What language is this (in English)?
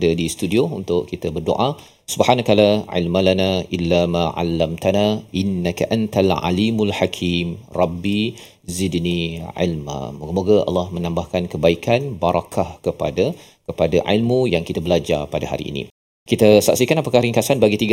Malay